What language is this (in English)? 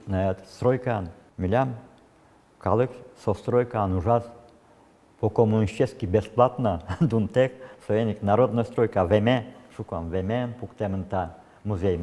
Udmurt